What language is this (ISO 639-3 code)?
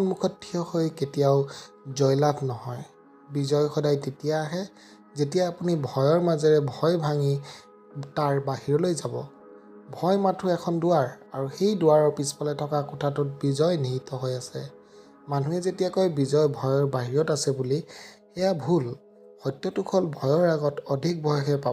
asm